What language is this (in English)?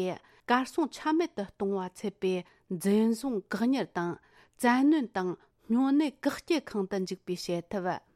Tibetan